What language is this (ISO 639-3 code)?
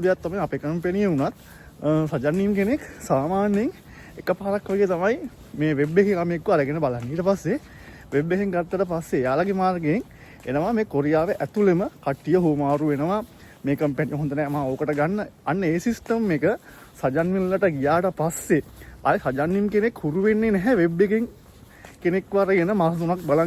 sin